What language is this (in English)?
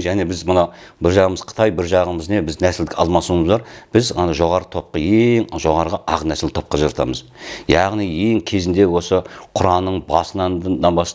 Kazakh